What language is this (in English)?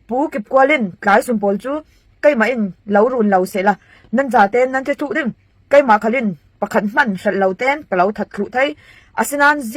Falam Chin